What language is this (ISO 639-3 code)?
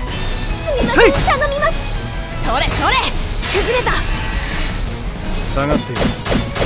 jpn